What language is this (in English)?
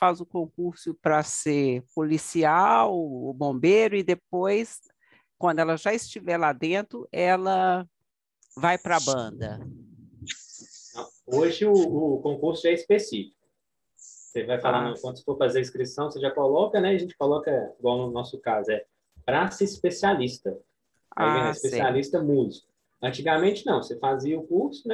Portuguese